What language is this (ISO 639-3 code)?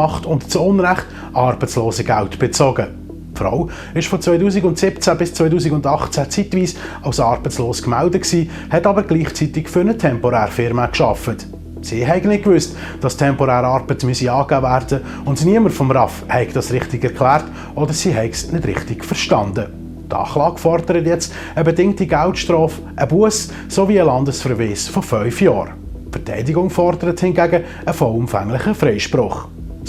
gsw